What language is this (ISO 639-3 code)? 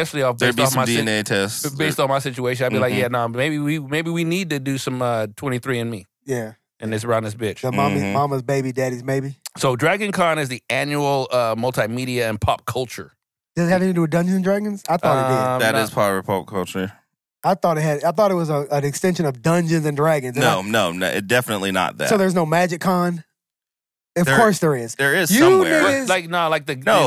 eng